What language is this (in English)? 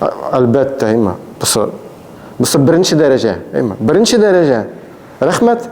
Tatar